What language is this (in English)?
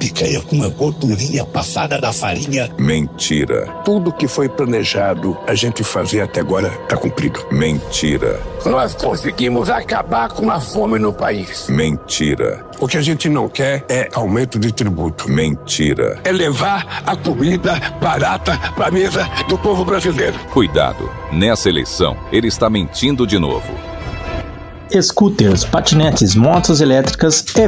Portuguese